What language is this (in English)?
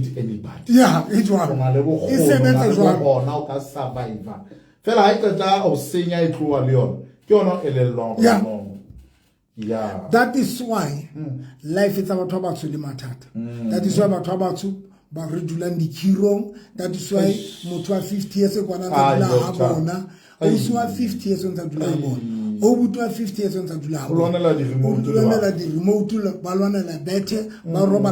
Southern Sotho